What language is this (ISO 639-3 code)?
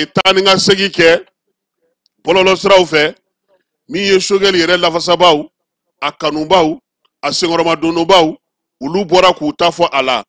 bam